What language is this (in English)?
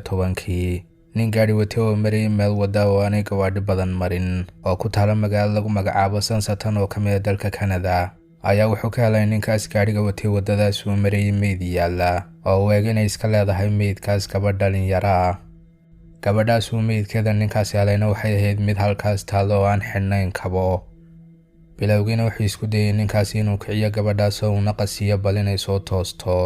Somali